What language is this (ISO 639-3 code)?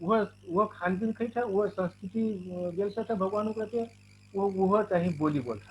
thl